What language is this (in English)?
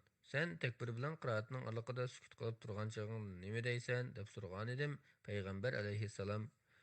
Uyghur